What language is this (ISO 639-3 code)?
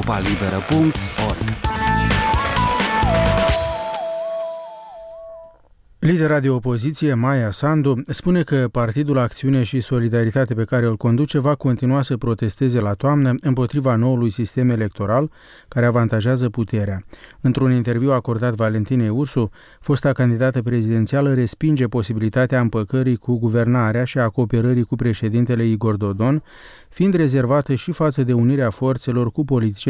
ron